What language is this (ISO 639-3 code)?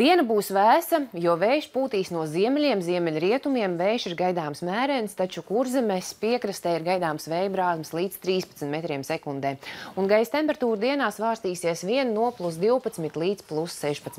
lav